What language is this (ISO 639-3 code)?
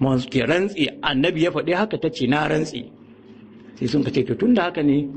hau